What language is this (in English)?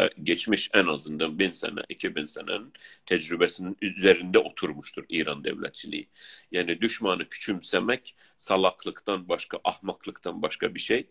South Azerbaijani